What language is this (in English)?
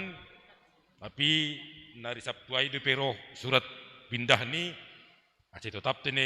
Batak Simalungun